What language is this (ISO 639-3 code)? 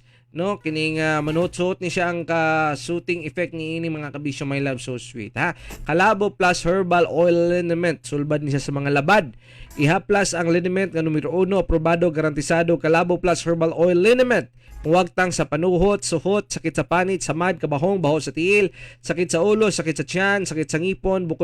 ceb